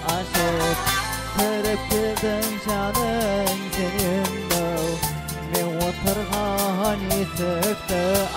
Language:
Kara-Kalpak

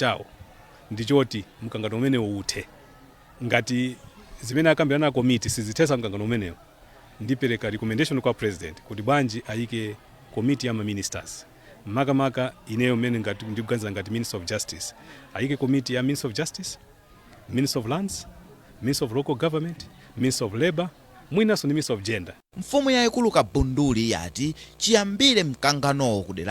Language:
Nyanja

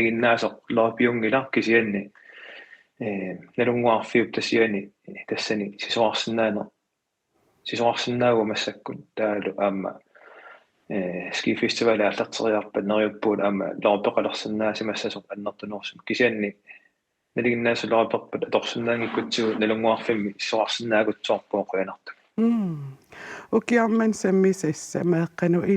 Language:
Kalaallisut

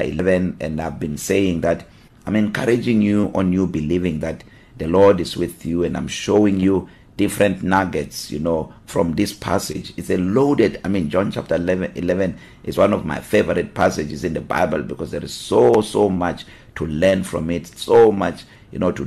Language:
English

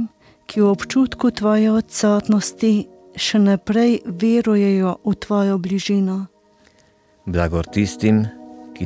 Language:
Slovenian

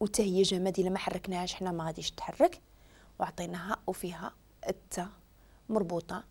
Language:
Moroccan Arabic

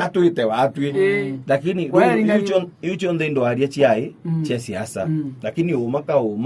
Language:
Meru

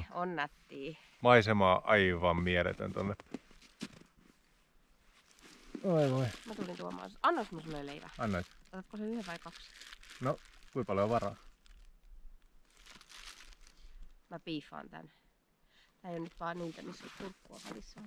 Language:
Finnish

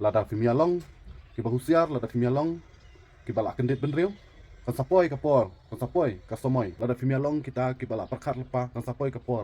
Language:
Khasi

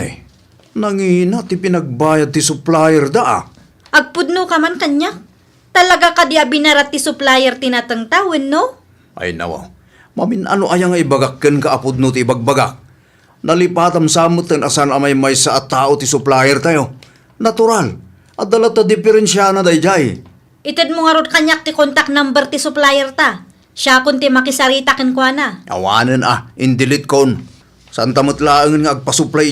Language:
Iloko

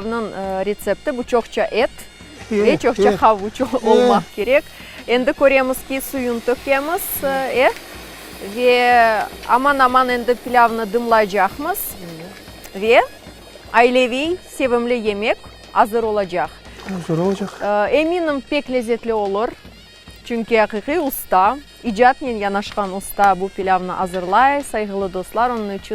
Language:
Crimean Tatar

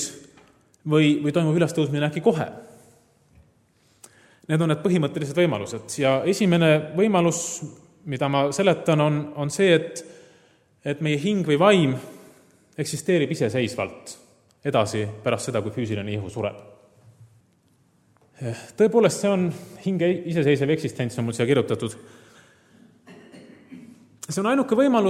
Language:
Estonian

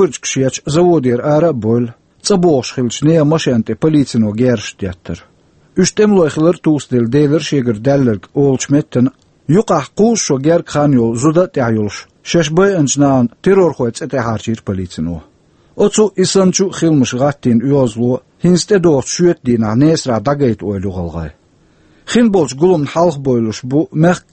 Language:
Chechen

